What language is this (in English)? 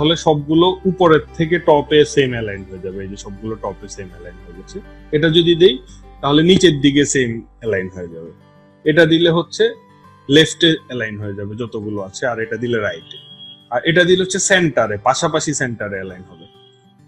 Bangla